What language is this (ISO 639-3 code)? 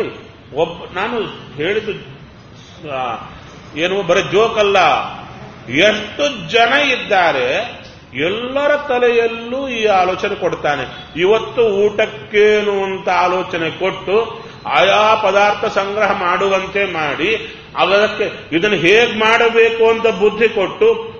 kan